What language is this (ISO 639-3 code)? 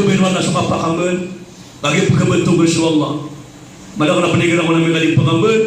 mrw